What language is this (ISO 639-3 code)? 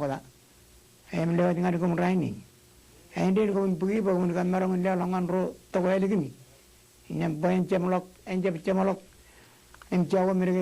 mah